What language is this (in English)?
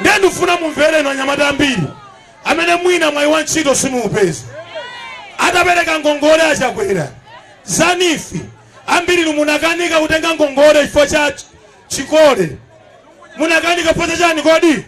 Nyanja